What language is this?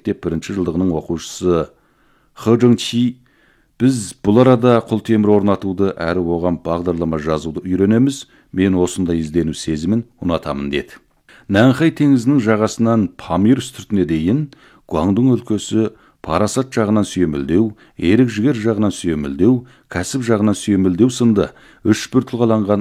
Kazakh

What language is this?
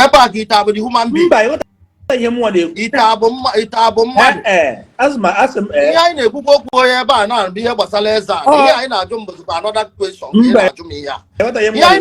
Igbo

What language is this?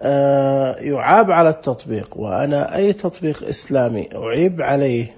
Najdi Arabic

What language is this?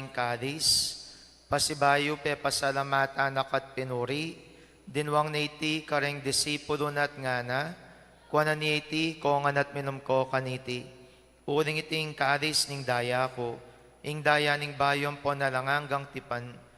Pampanga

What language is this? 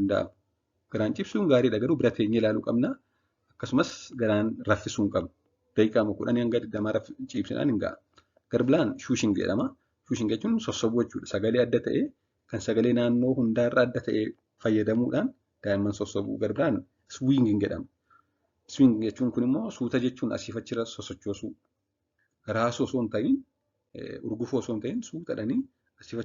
Oromo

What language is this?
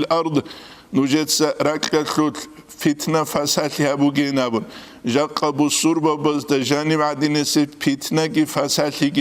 Avaric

